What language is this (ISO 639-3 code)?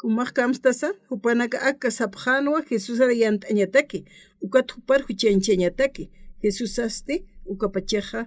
aym